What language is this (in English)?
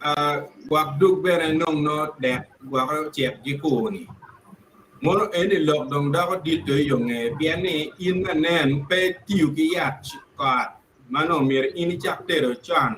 Acoli